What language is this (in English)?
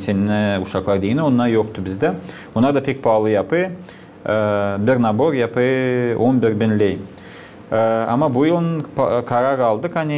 Gagauz